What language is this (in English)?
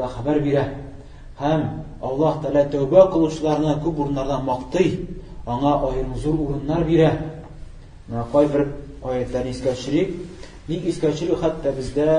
Tatar